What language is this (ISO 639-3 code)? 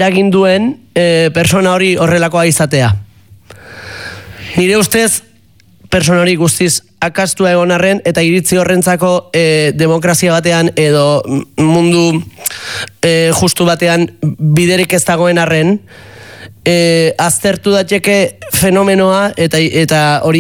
eus